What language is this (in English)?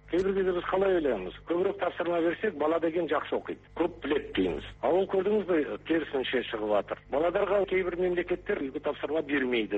Kazakh